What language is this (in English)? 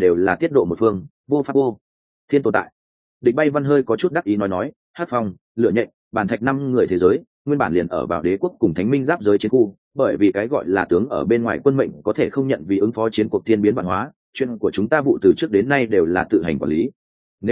Vietnamese